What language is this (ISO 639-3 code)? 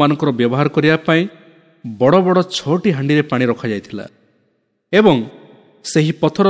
ori